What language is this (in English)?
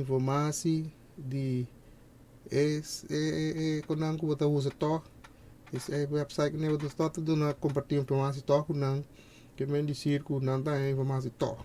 Papiamento